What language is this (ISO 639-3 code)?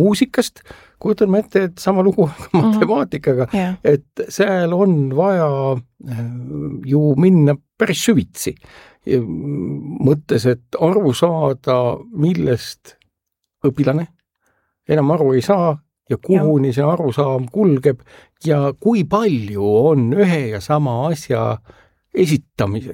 est